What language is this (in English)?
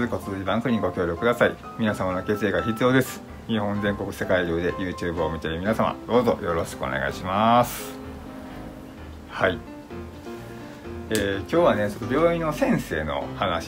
Japanese